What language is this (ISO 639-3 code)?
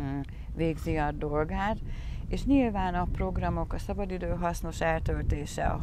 hun